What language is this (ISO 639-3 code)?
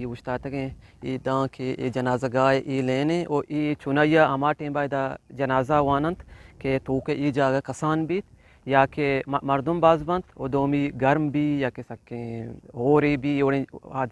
bgp